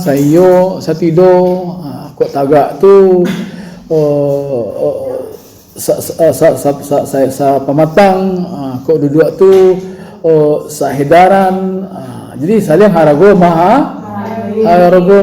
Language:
Minangkabau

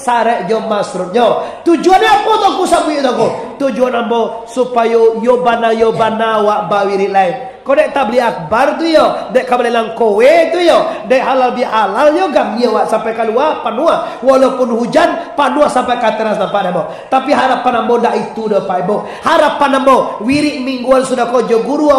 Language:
Minangkabau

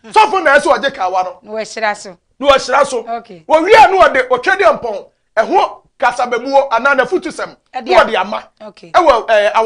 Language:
Akan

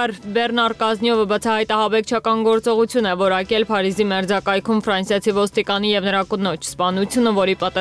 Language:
Armenian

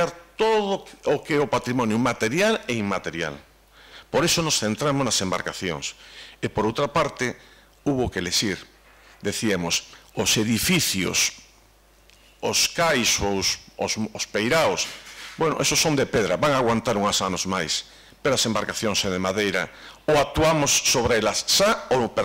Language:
Galician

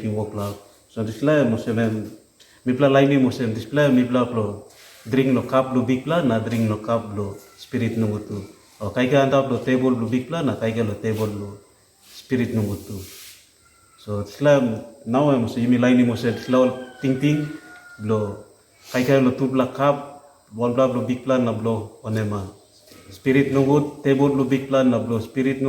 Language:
Tok Pisin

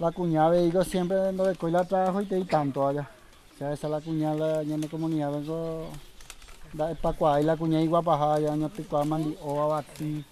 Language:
Guarani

